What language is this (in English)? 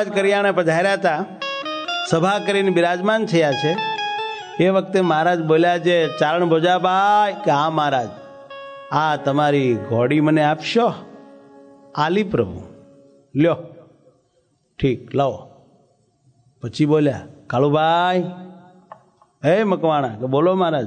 Gujarati